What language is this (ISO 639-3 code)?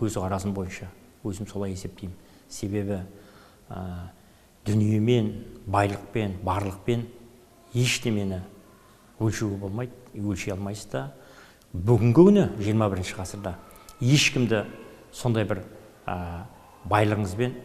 kaz